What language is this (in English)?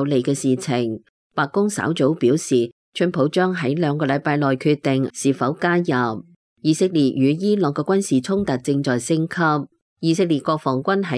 Cantonese